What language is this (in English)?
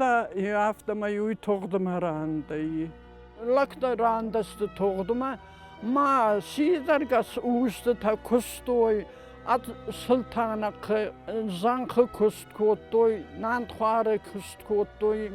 Ossetic